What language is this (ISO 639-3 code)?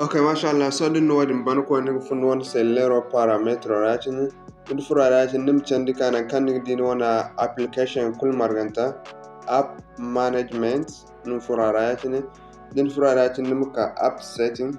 dje